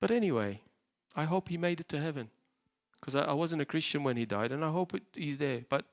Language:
English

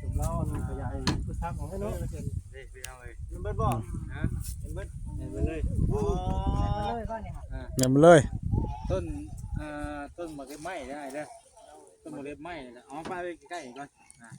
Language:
Northeastern Thai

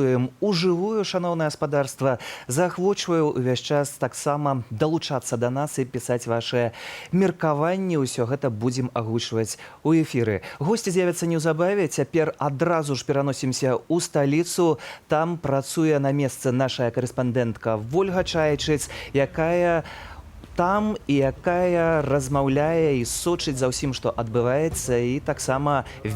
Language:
Belarusian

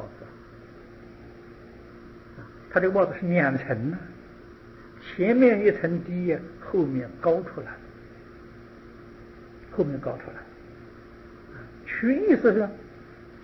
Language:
Chinese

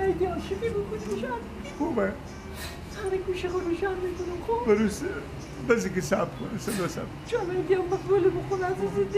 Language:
Persian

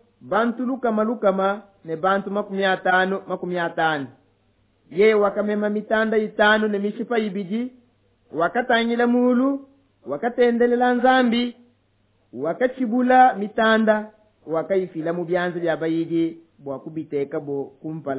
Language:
Luba-Lulua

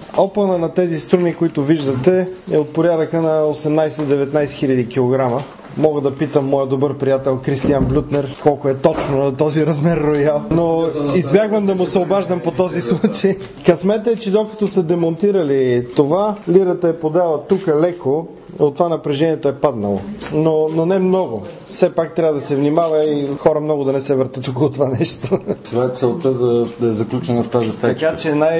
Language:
Bulgarian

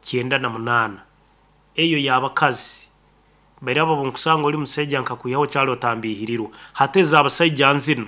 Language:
Nyankole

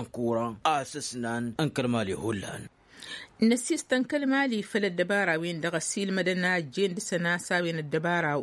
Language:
Tamasheq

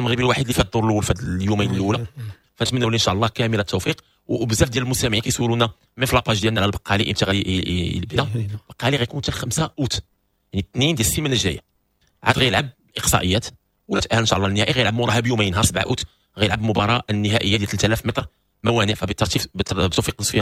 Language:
Moroccan Arabic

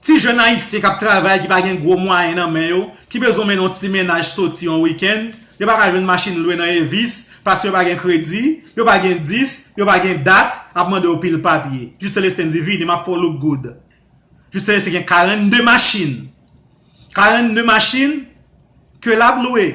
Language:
Haitian Creole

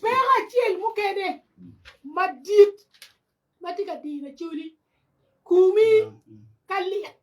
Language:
Acoli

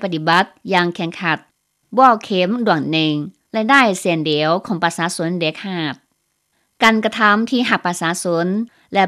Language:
Lao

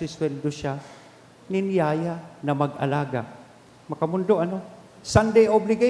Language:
Bikol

